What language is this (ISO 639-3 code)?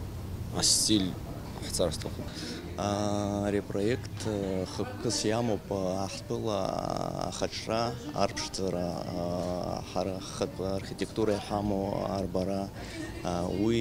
abk